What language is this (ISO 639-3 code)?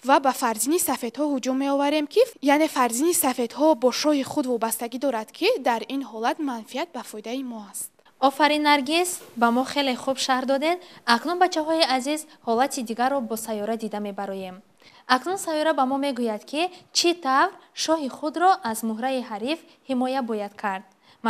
tgk